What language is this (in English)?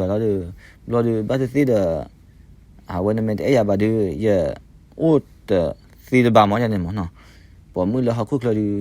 S'gaw Karen